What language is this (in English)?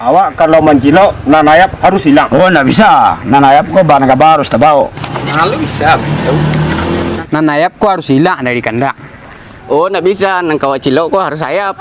Minangkabau